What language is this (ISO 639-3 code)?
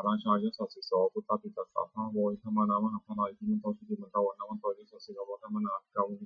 pli